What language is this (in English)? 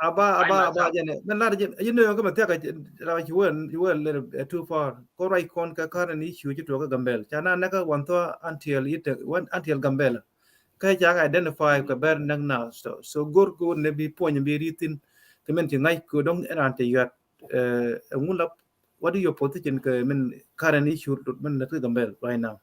Nuer